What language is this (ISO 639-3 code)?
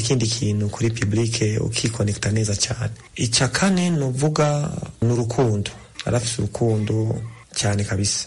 kin